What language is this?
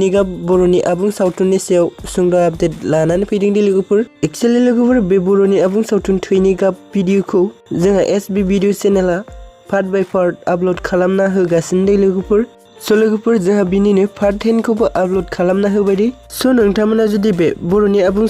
Bodo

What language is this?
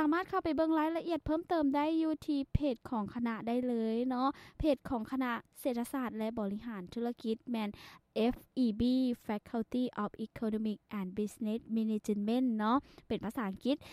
Lao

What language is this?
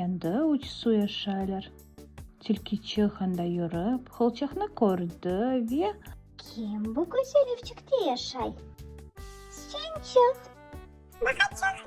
Crimean Tatar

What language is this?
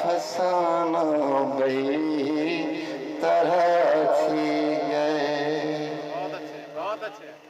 Saraiki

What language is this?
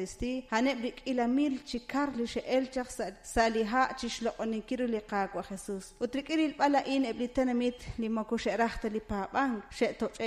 Kekchí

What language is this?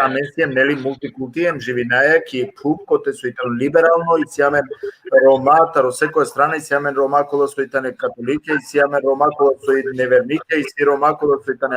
Balkan Romani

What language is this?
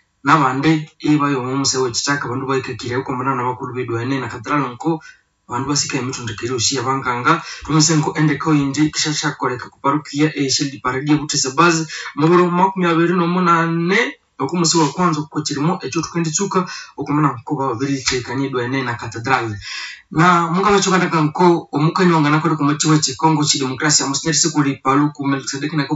Nande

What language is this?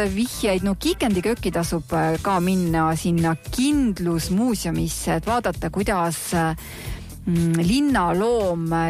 Estonian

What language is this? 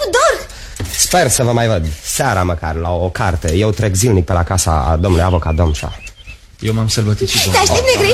Romanian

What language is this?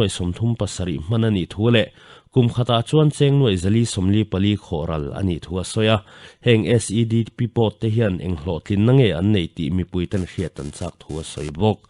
Mizo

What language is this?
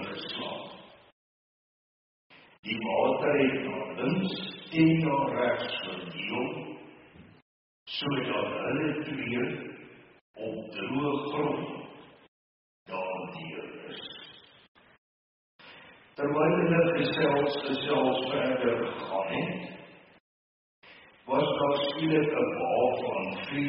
Afrikaans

